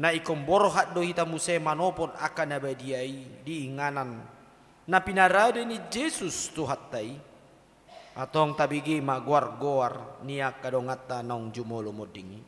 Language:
Batak Toba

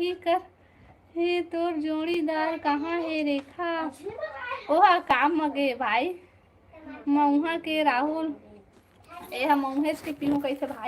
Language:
Chhattisgarhi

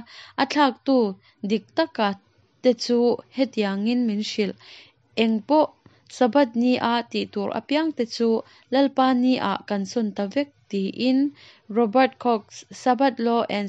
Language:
Mizo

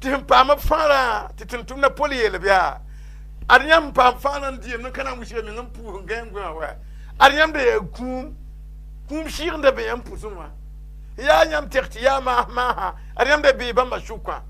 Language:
Mossi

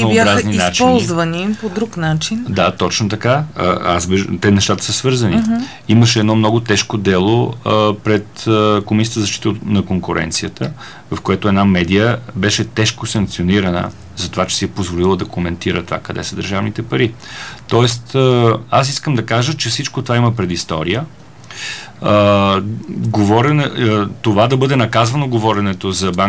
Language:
Bulgarian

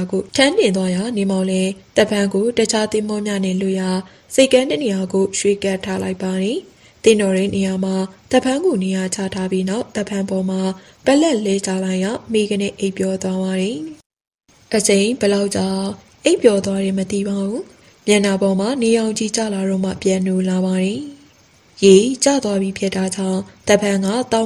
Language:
Burmese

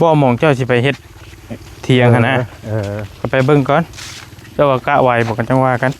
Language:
Northeastern Thai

